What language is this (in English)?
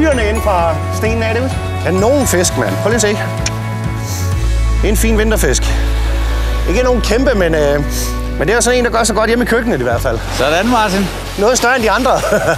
Danish